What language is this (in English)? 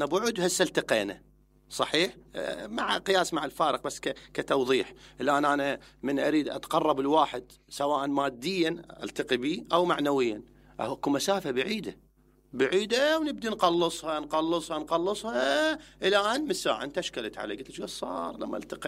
Mesopotamian Arabic